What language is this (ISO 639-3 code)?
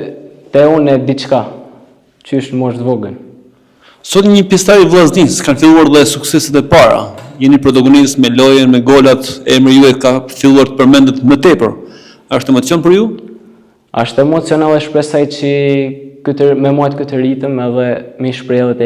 sqi